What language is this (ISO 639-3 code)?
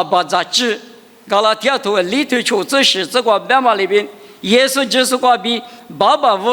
lis